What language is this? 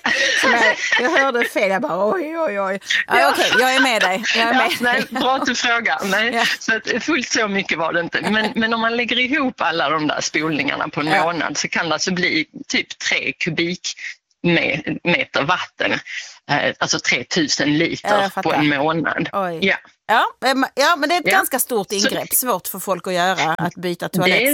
Swedish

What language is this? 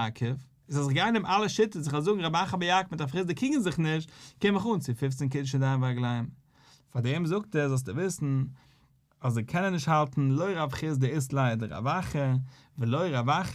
Yiddish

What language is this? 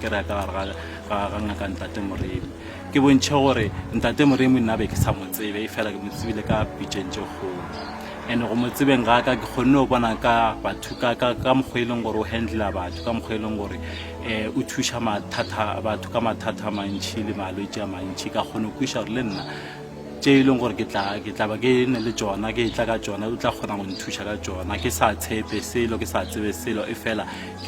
Northern Sotho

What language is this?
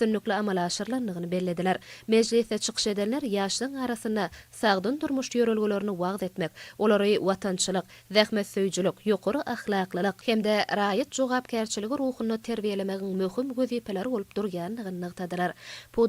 Turkmen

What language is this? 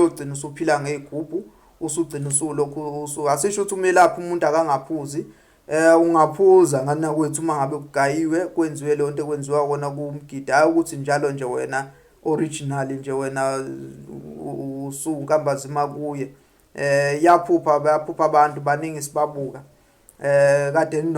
Zulu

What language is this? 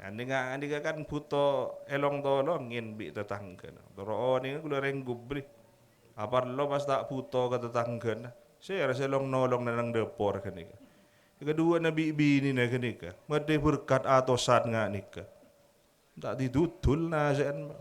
Madurese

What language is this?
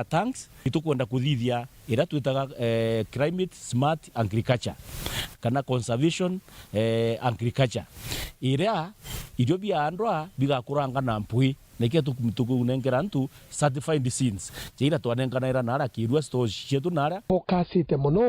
Meru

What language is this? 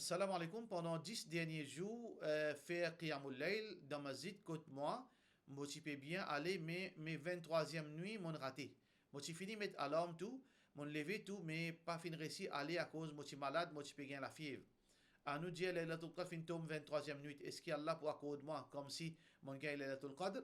Morisyen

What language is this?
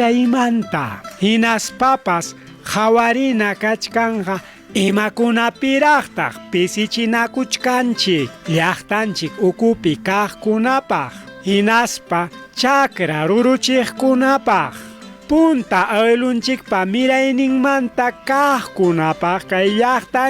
Ayacucho Quechua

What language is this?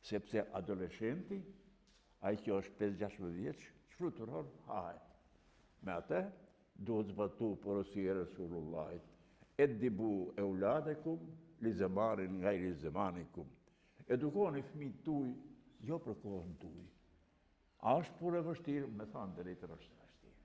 Albanian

